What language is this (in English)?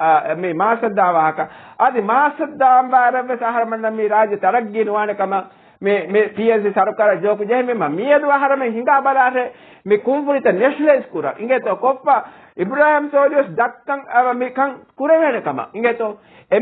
Divehi